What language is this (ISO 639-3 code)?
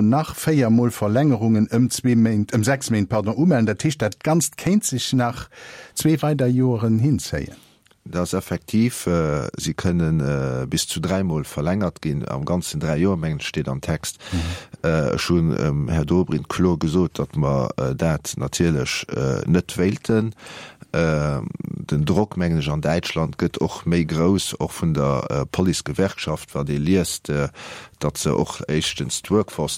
ltz